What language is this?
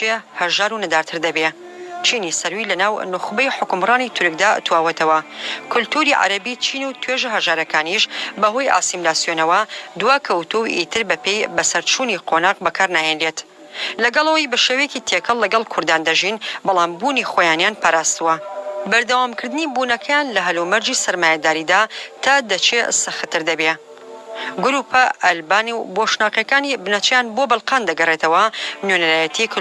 Central Kurdish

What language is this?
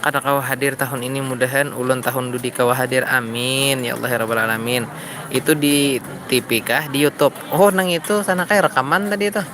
Banjar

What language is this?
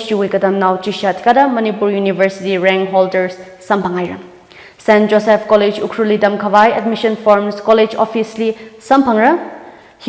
Tangkhul Naga (India)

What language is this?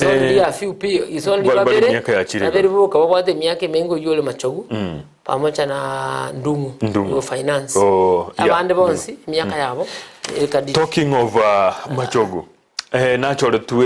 Gusii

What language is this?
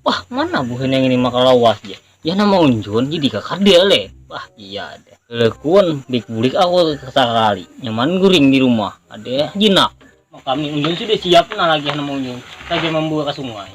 Banjar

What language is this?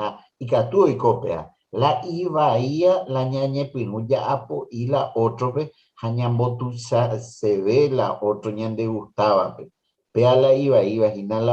Guarani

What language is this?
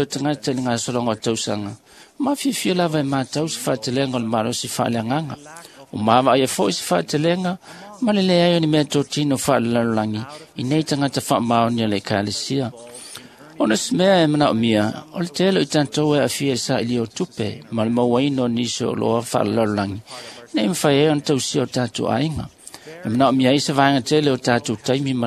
Samoan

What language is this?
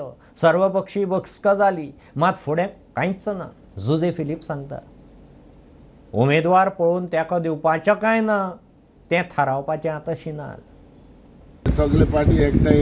Konkani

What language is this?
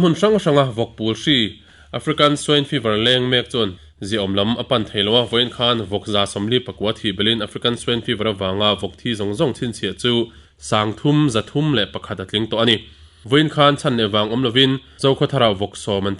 Mizo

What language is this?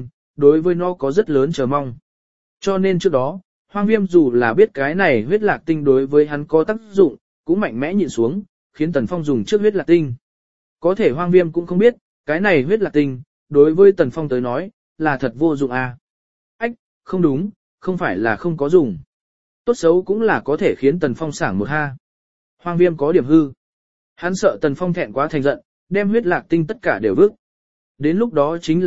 Vietnamese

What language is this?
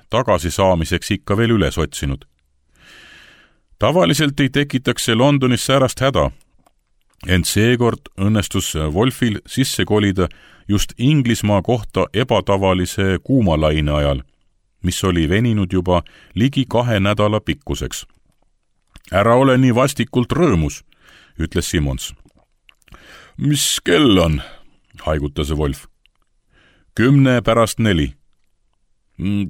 Estonian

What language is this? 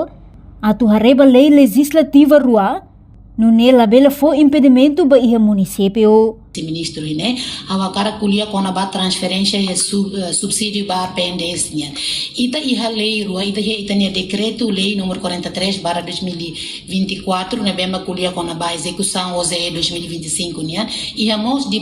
Tetum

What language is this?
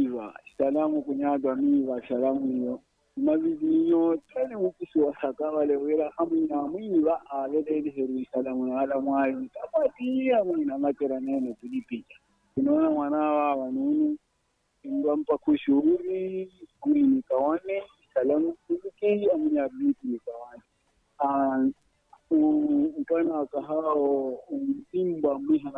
Swahili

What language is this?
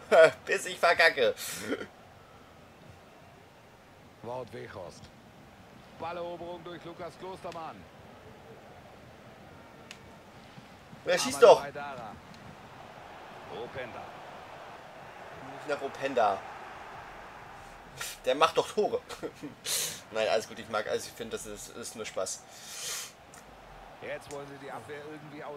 German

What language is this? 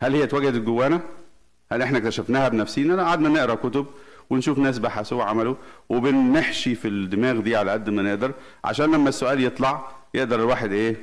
Egyptian Arabic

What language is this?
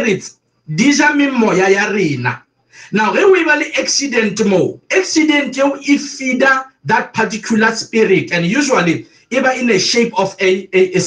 Northern Sotho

